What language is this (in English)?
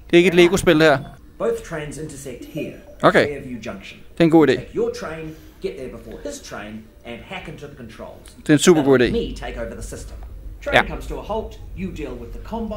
Danish